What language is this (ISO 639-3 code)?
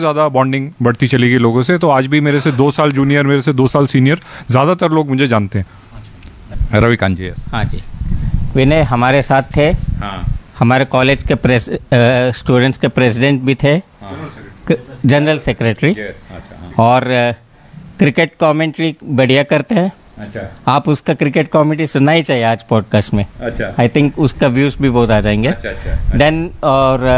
hin